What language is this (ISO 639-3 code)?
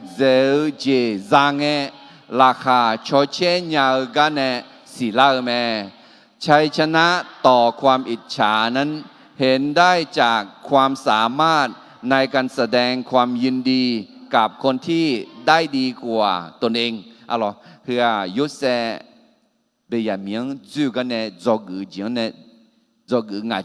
ahk